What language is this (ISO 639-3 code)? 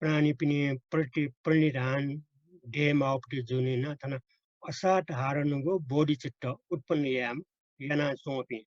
new